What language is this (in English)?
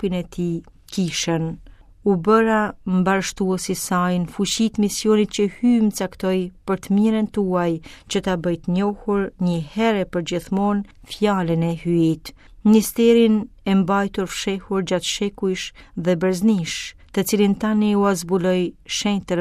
Albanian